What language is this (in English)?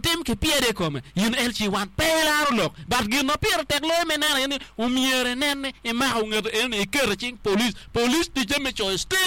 Acoli